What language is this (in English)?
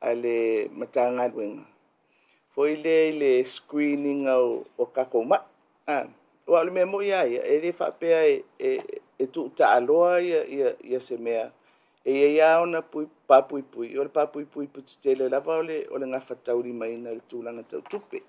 Samoan